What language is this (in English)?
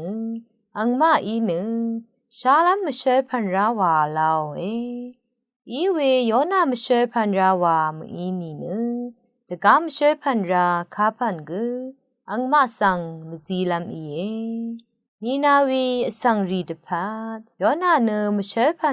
Rawang